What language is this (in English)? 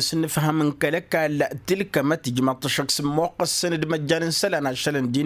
Tamasheq